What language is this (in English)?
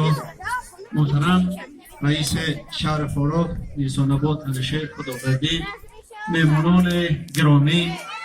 Tajik